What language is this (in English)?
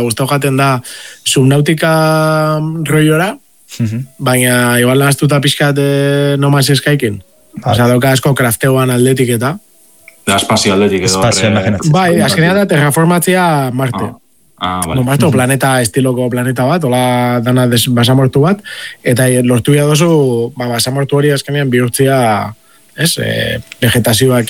Basque